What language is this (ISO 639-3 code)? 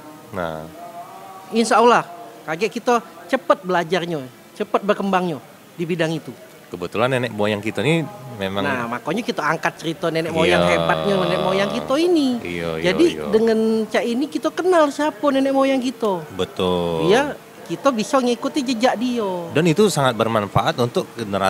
mui